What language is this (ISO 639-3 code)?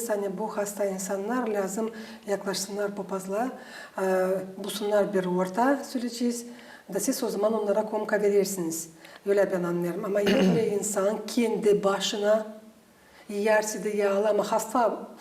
gag